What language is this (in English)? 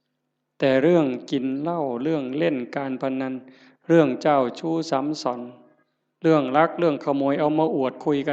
Northeastern Thai